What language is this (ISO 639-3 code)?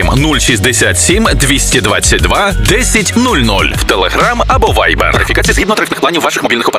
ukr